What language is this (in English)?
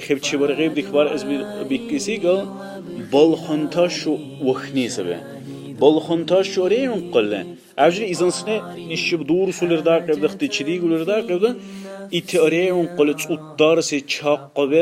Dargwa